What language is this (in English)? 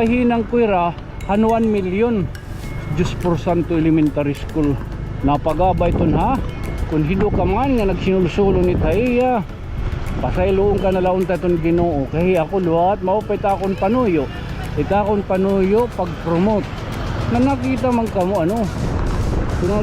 Waray